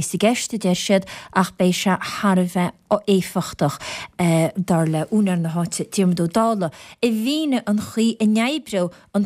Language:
Irish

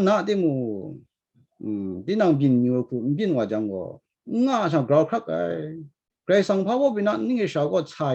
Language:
Kachin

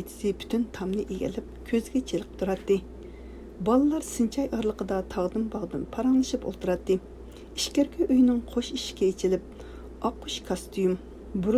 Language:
Uyghur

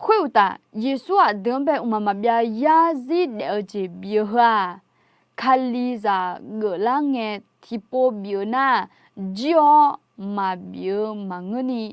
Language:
Akha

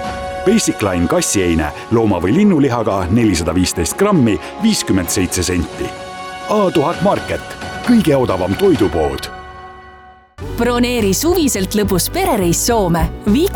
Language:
Estonian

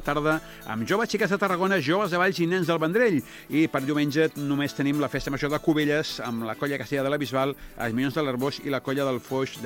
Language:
Catalan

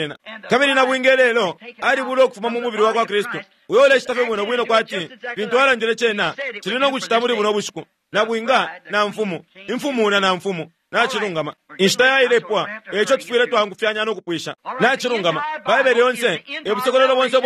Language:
Bemba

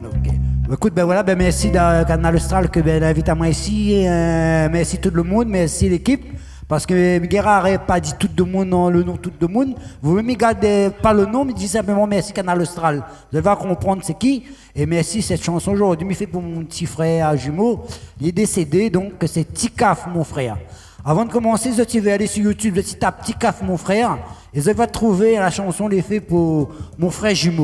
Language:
Réunion Creole French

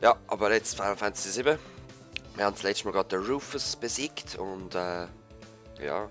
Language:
Swiss German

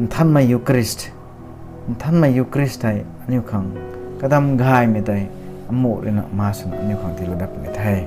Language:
Rongmei Naga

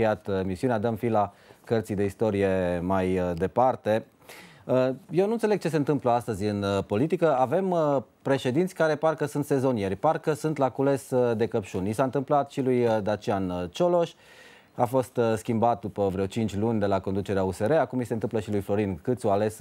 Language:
Romanian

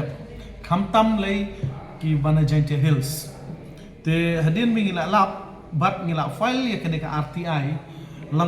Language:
Khasi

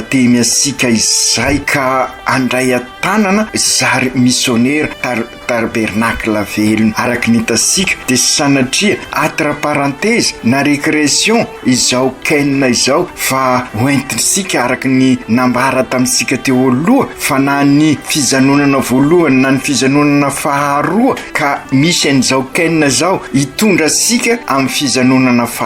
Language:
Malagasy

